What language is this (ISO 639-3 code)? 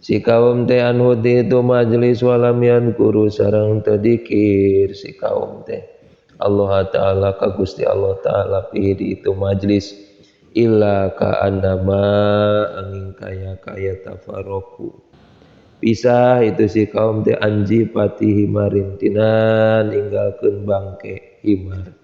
sun